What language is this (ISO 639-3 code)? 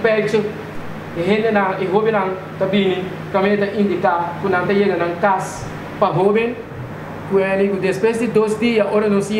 pap